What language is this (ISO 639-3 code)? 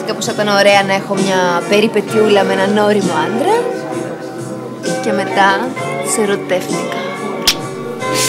ell